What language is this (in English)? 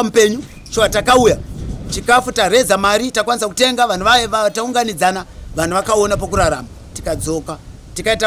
Shona